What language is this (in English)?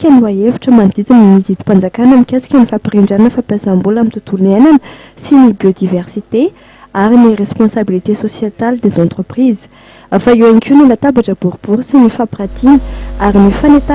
Malagasy